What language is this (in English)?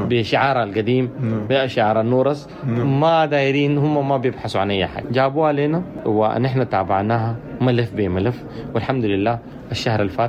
Sudanese Arabic